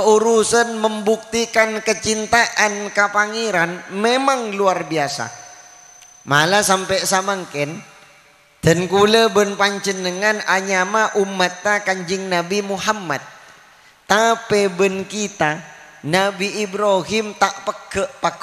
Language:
Madurese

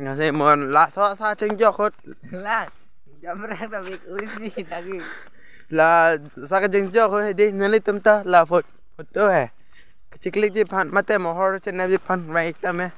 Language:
Karbi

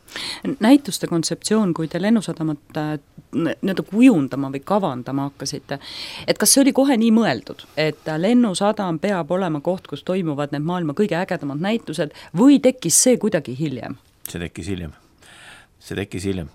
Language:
Estonian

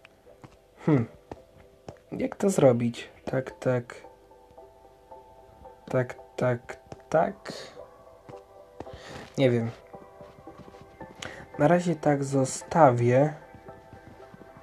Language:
Polish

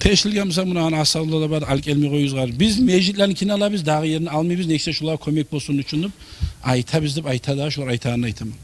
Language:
Kumyk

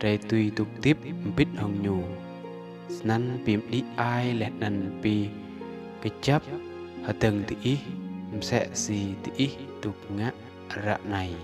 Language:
Rade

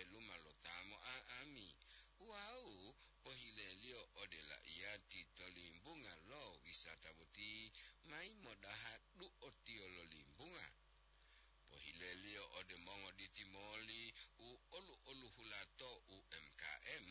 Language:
Gorontalo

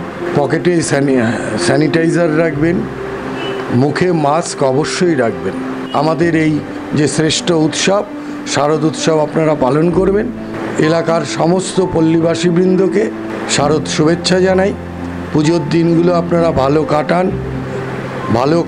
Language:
Bangla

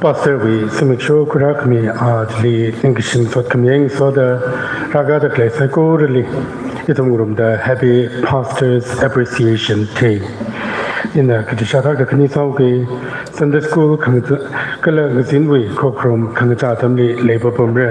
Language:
Tangkhul Naga (India)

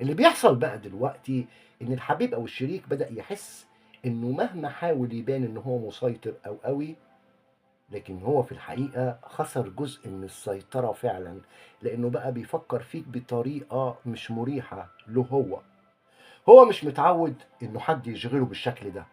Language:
Egyptian Arabic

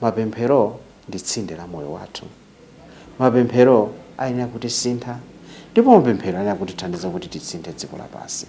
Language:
Nyanja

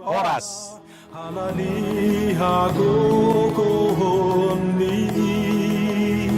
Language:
Batak Simalungun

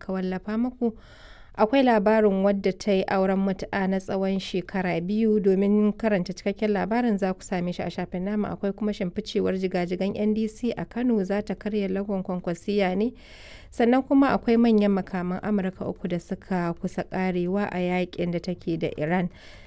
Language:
Hausa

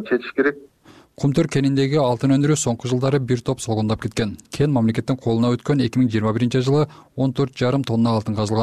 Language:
Kyrgyz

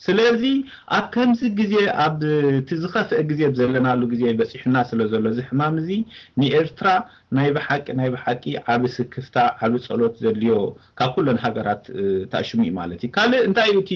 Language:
Tigrinya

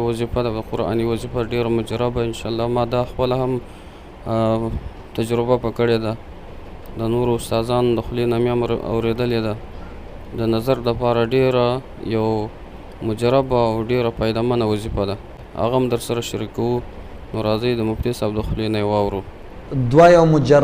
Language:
Pashto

